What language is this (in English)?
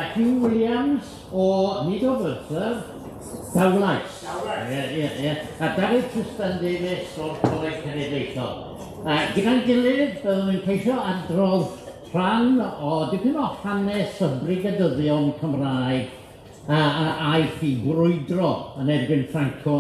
Welsh